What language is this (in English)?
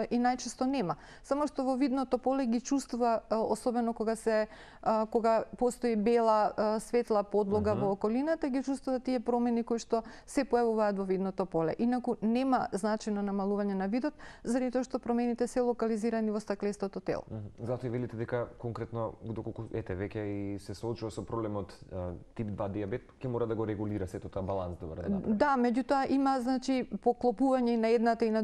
Macedonian